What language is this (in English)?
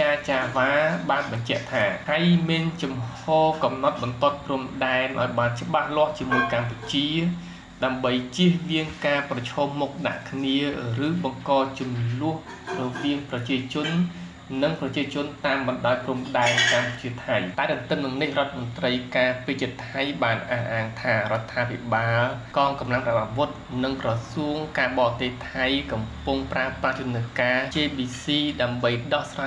Khmer